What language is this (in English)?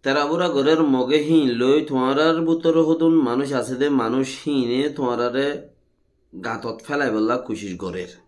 Rohingya